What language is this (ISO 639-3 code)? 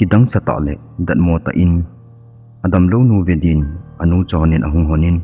tcz